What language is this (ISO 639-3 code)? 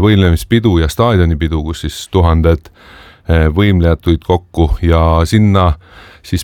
est